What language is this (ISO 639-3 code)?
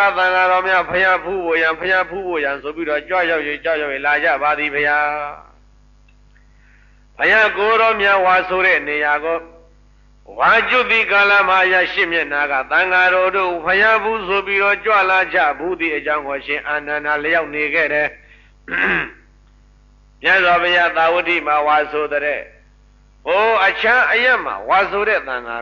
mya